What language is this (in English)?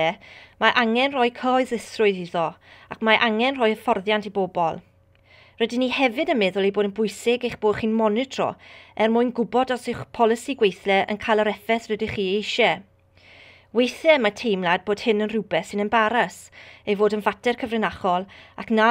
Welsh